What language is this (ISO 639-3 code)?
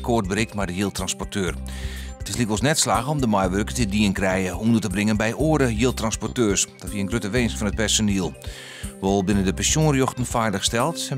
fry